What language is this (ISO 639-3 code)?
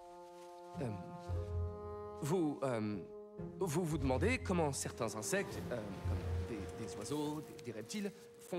fra